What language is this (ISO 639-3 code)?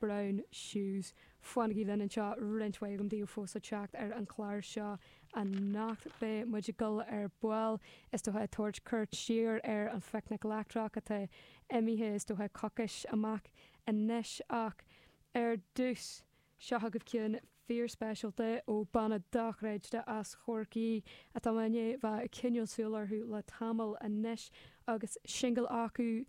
gle